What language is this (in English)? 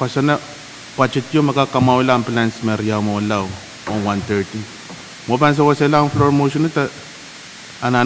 Pohnpeian